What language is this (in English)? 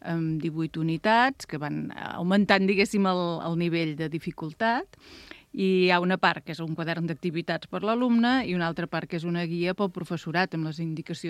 Catalan